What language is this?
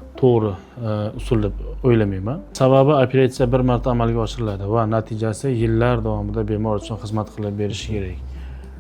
Uzbek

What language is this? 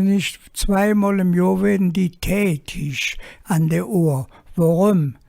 Colognian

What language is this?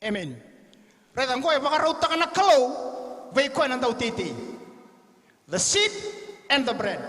Fijian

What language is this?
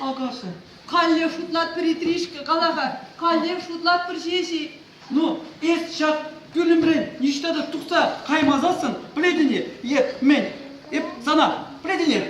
Chuvash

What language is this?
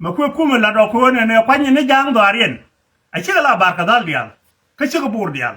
Nuer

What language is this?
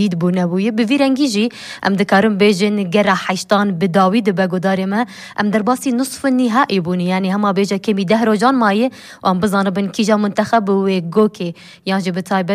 Kurdish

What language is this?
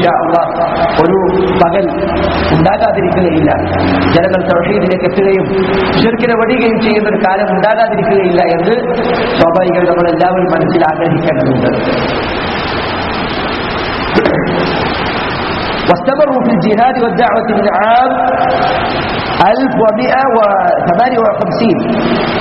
Malayalam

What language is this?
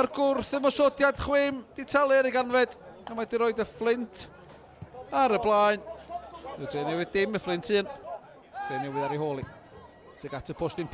Welsh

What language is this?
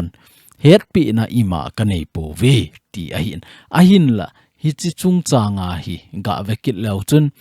Thado Chin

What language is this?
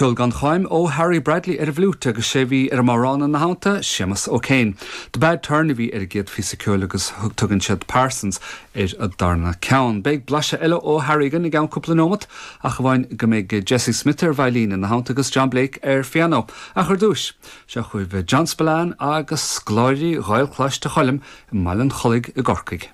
Irish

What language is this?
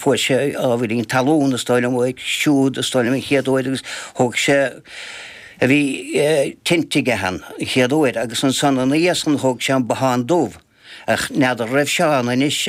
Irish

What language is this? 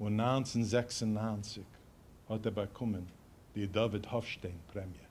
Yiddish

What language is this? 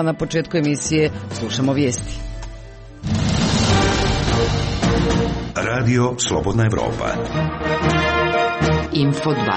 Croatian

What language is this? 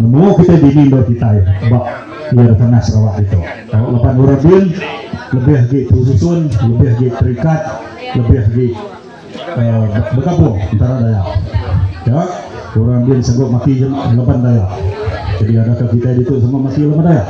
Iban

